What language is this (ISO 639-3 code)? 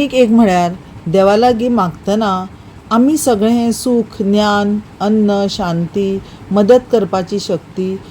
kok